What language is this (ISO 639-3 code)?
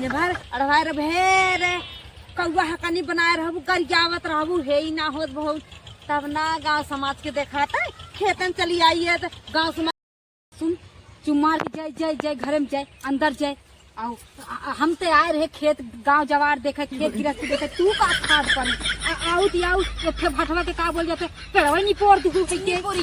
awa